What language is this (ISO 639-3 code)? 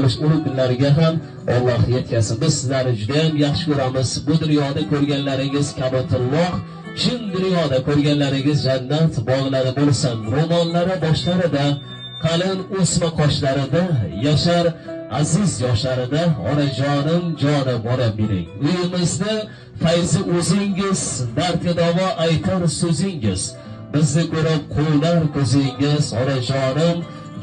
uzb